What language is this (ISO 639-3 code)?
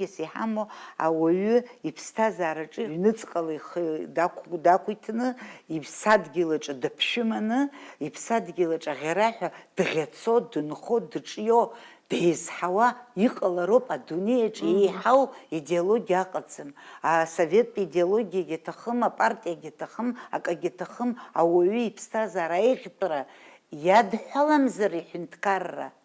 abk